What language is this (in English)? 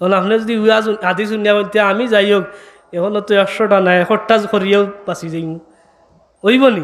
Sylheti